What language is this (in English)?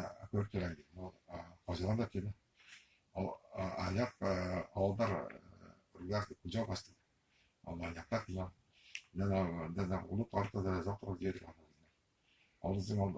Tuvinian